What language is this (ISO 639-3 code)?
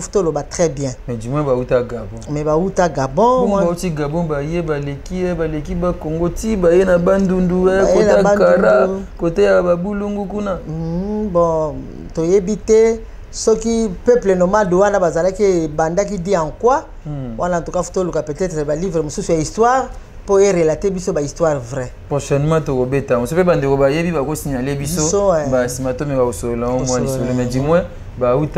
lin